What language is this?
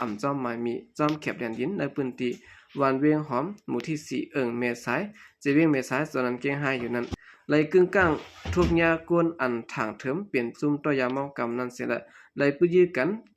Shan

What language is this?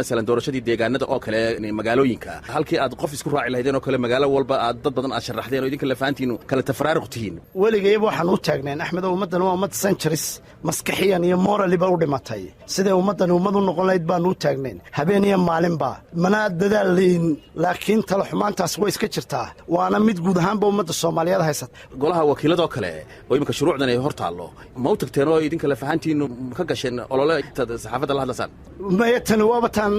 Somali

